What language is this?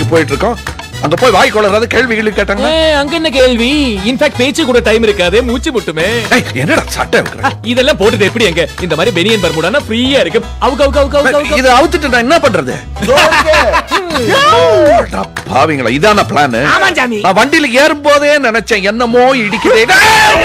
Tamil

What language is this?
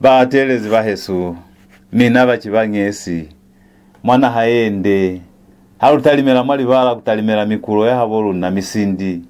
Lozi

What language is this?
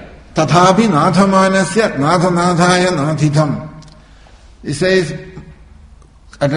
English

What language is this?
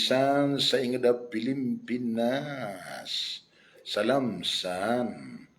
Maranao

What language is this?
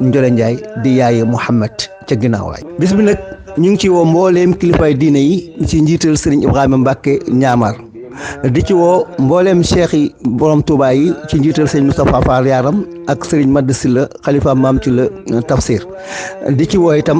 Wolof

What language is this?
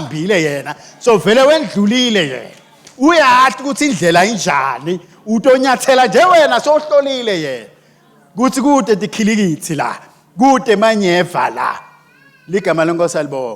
Swati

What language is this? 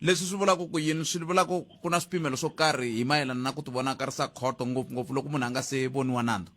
Tsonga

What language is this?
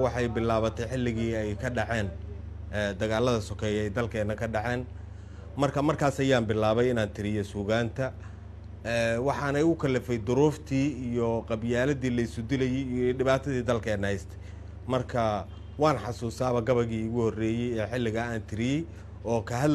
Somali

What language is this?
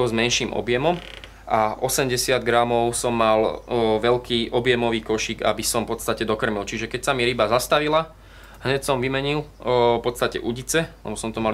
Slovak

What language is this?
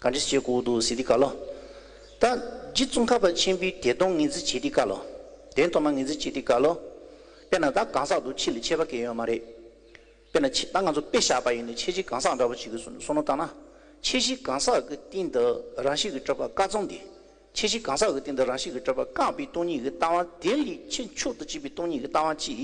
Tibetan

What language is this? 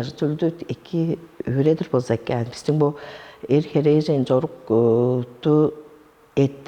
Tuvinian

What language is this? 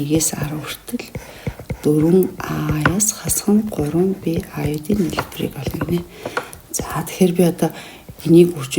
Mongolian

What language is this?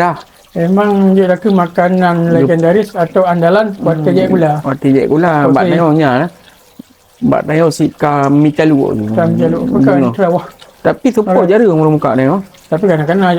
Achinese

